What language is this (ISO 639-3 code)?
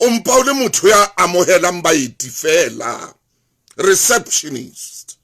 sot